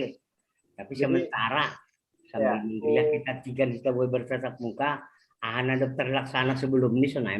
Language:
Batak Simalungun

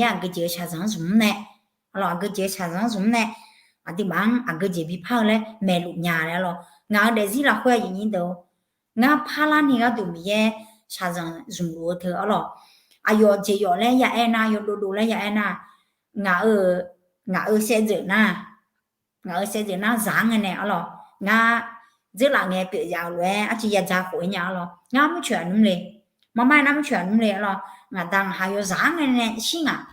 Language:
Akha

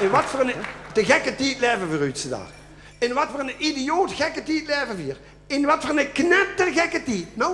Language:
Limburgish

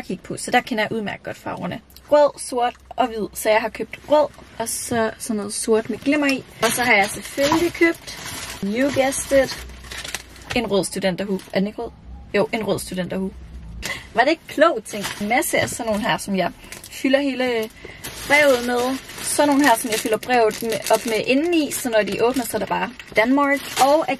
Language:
Danish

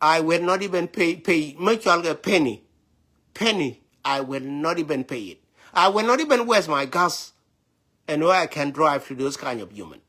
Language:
Nuer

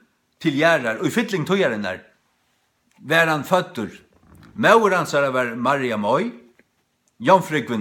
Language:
Faroese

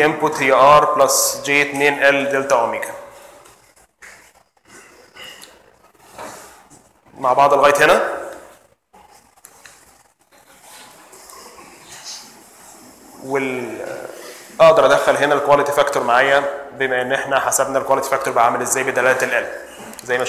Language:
Egyptian Arabic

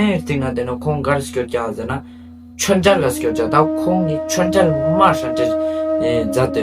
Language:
Ladakhi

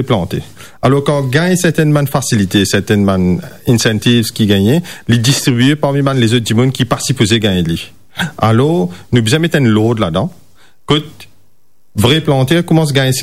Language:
Morisyen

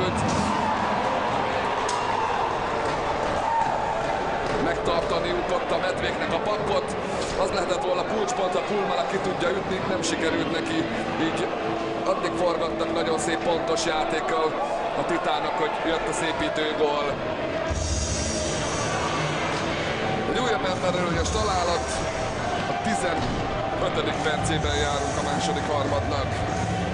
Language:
Hungarian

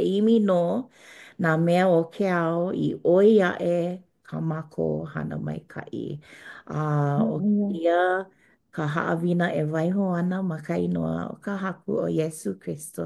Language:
Hawaiian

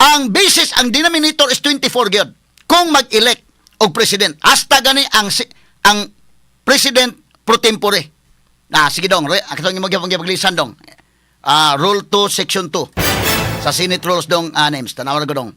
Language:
Cebuano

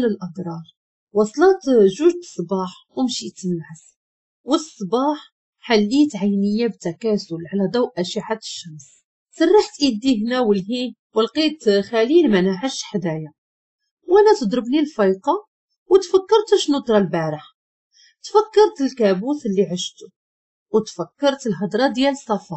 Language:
Moroccan Arabic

